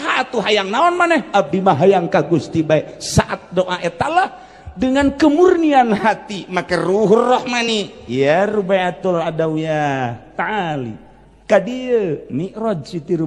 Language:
Sundanese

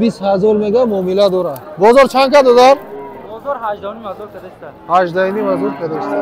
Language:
Tajik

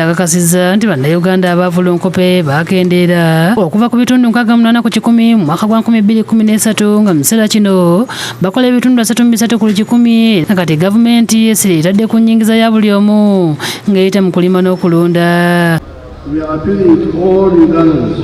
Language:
Ganda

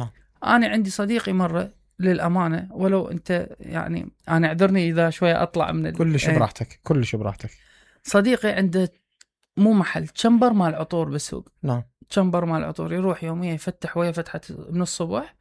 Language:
Mesopotamian Arabic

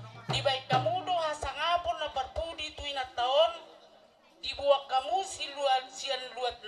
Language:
Batak Toba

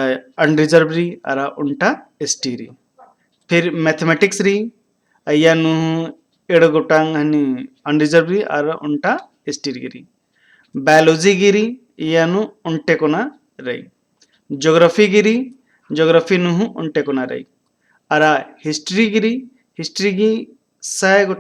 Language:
Kurukh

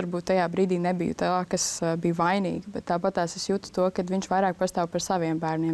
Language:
Latvian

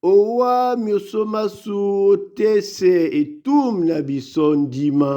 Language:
Duala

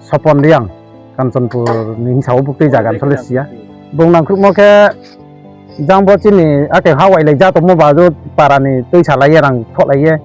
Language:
Riang (India)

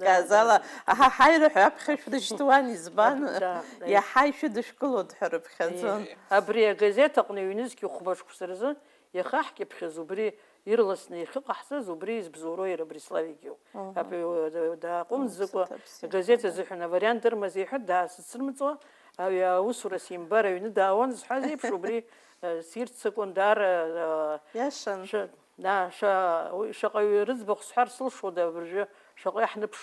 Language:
Abkhazian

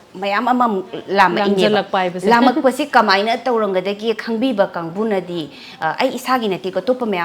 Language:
Manipuri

